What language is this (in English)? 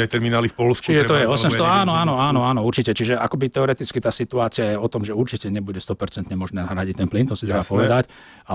Slovak